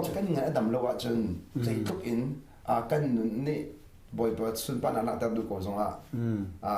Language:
Hakha Chin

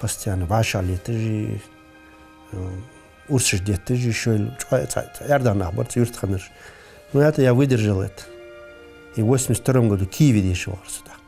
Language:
Ingush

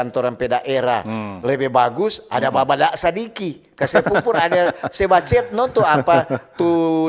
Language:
Manado Malay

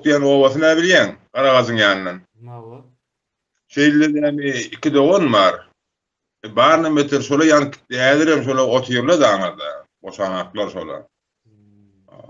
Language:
Turkmen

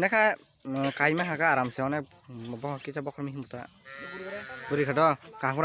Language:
Kok Borok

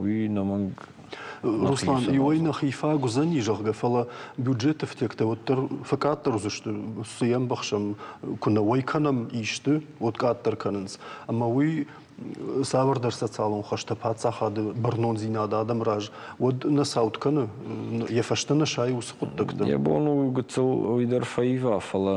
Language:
Ossetic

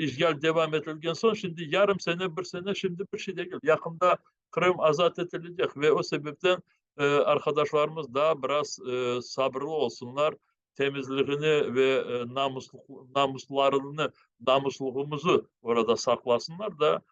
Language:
Crimean Tatar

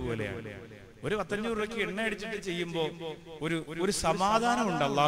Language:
Malayalam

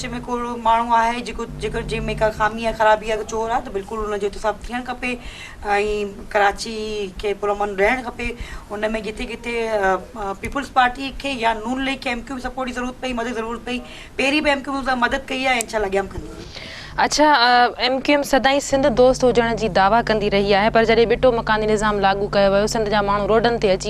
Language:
Sindhi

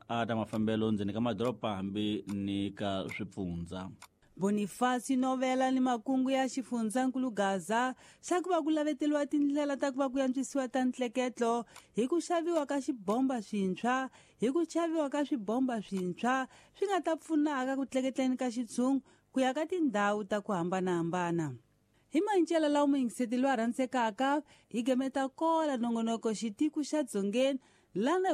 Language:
Tsonga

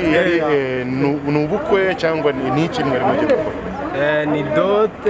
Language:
Kinyarwanda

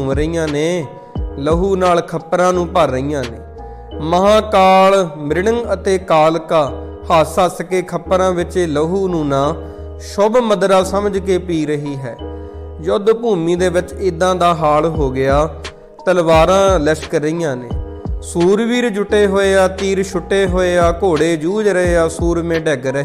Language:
Punjabi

